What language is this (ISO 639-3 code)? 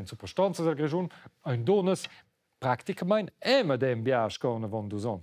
roh